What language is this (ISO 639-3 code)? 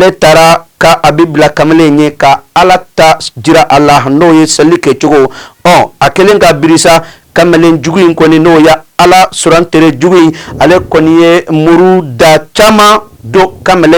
bam